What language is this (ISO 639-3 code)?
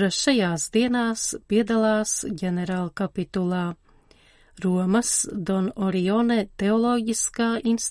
lav